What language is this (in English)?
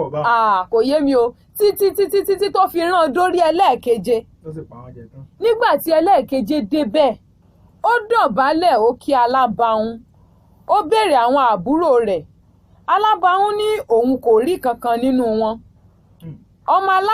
Yoruba